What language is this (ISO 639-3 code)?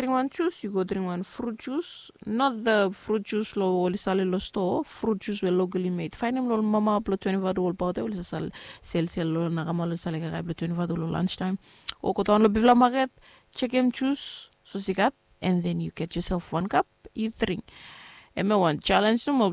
bis